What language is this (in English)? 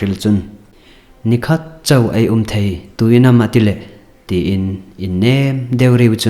Hmar